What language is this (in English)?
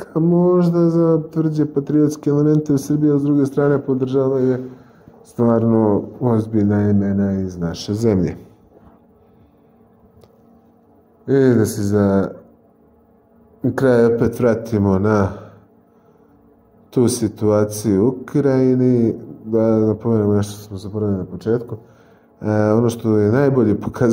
Serbian